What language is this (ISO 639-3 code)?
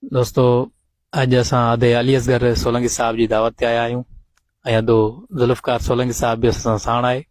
snd